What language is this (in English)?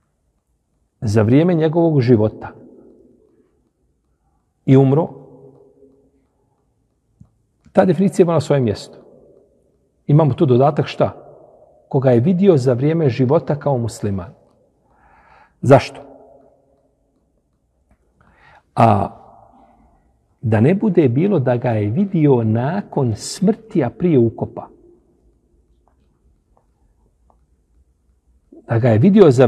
Bosnian